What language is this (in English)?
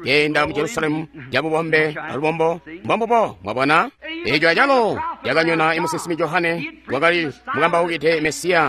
Tonga (Zambia)